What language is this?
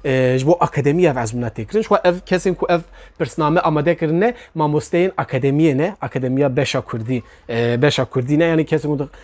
Kurdish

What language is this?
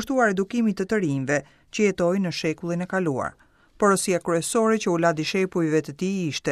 Albanian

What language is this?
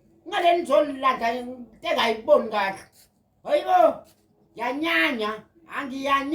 Zulu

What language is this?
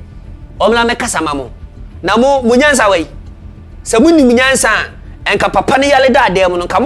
Akan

